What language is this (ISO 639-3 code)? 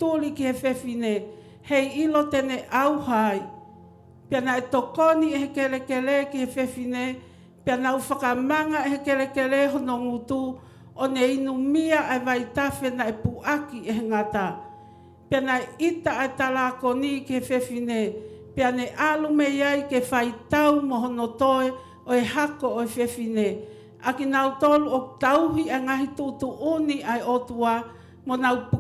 ton